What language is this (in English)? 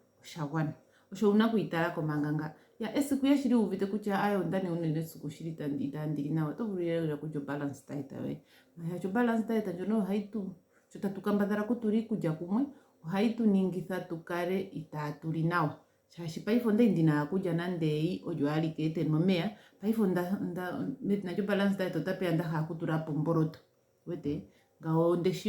Ndonga